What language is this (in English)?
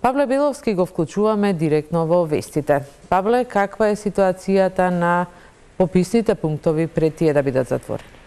Macedonian